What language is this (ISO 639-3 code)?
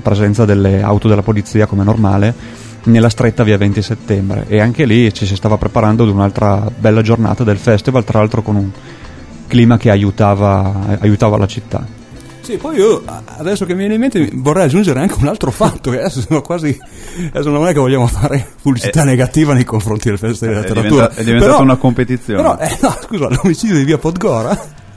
ita